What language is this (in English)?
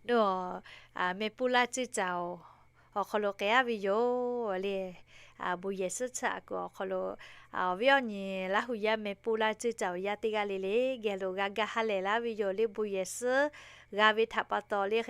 Lahu